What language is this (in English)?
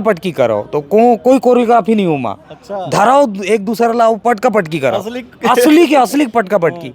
Chhattisgarhi